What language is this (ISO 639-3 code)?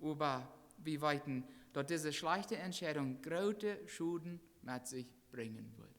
pdt